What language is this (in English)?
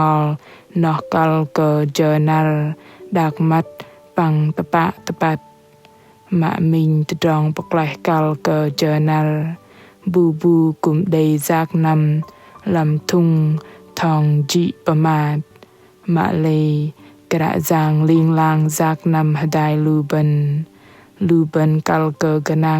Bahnar